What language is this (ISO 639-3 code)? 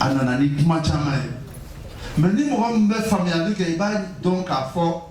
bam